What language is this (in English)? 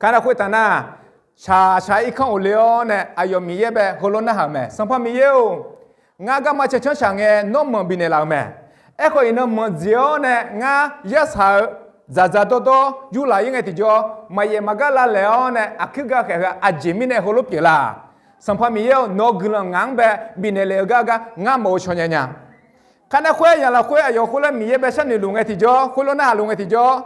Akha